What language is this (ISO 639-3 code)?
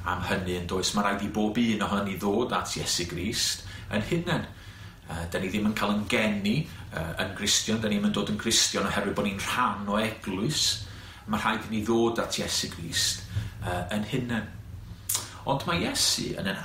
cym